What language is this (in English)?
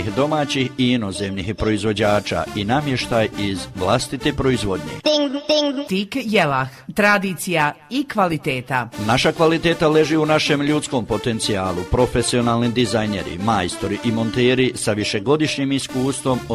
Croatian